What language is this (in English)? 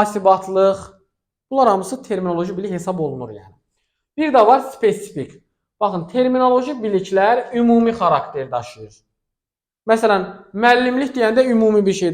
Azerbaijani